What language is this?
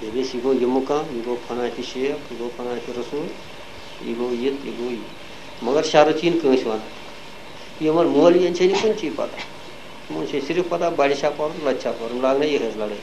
Kashmiri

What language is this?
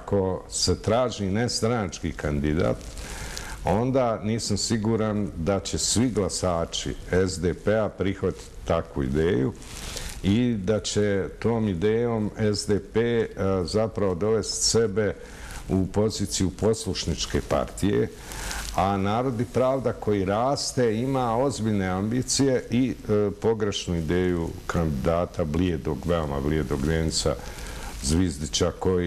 Bosnian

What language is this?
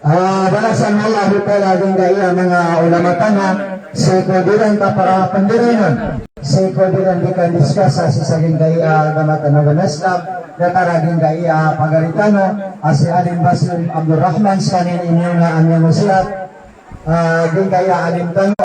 Maranao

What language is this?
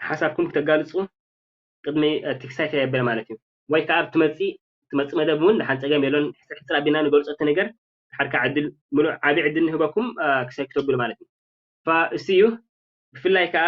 Tigrinya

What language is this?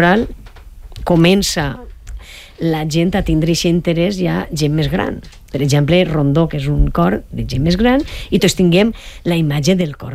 Catalan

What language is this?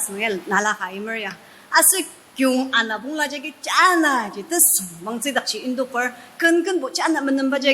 Ao Naga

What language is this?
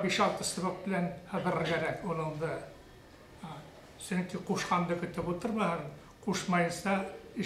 Bashkir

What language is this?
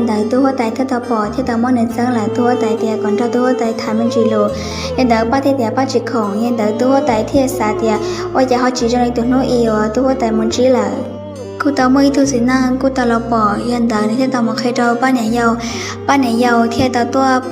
Hmong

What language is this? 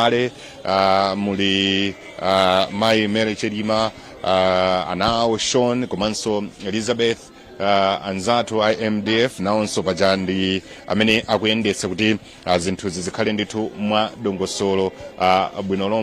Nyanja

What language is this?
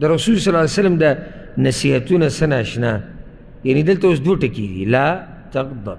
Pashto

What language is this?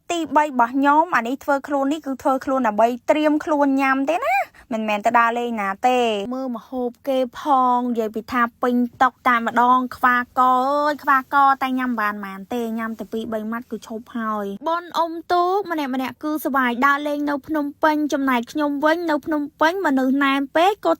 Khmer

